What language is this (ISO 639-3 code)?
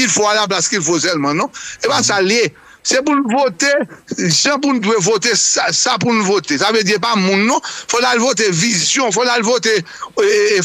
hat